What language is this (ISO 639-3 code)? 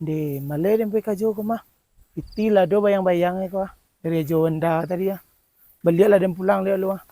min